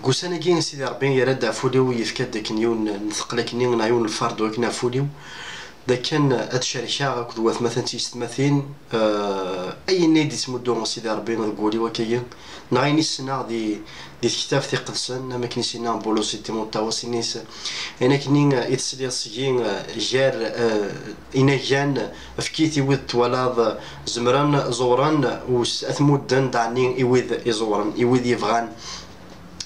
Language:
Kabyle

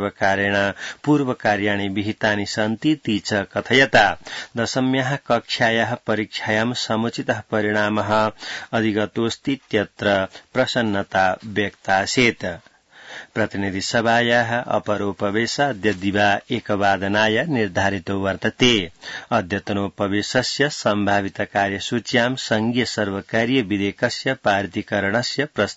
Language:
Sanskrit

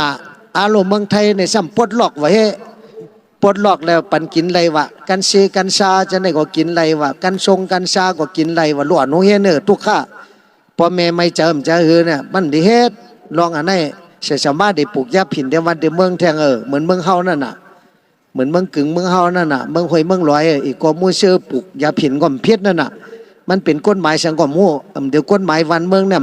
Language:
Shan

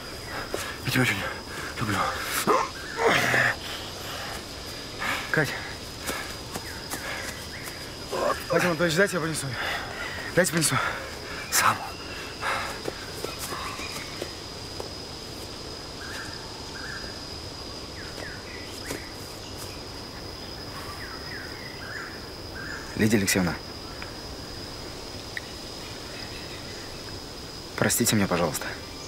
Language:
Russian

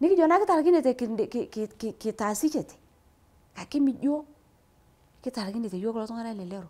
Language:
Masai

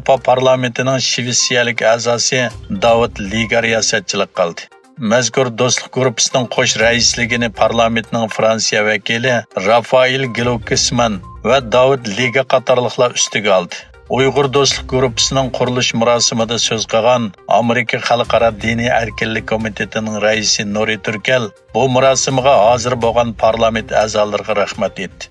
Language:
Uyghur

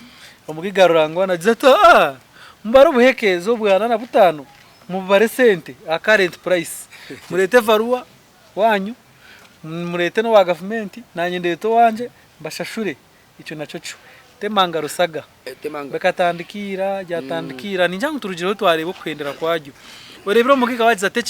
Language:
Nyankole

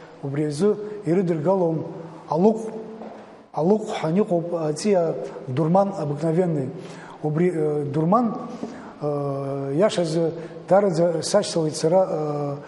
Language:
Abkhazian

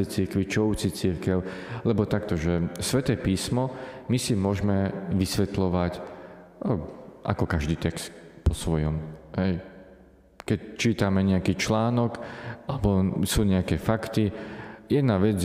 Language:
Slovak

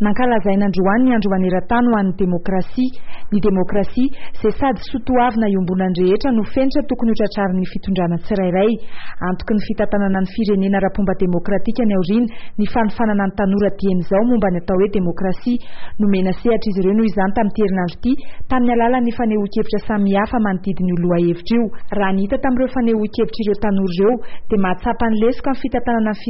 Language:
Malagasy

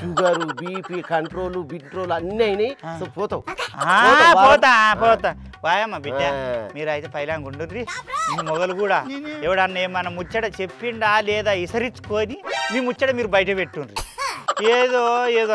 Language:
Telugu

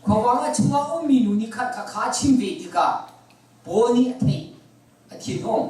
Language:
Hakha Chin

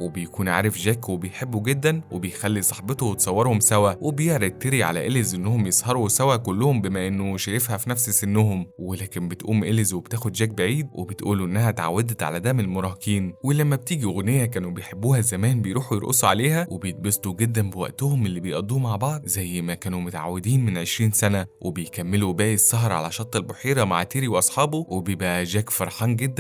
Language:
Egyptian Arabic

